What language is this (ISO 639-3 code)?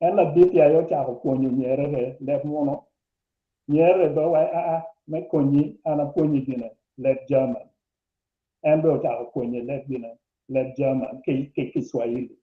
ach